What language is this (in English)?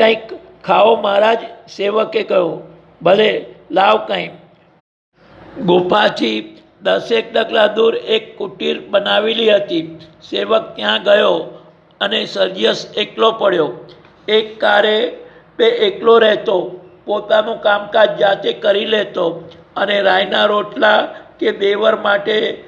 Gujarati